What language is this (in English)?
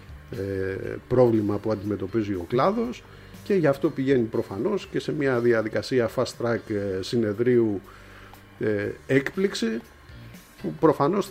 Greek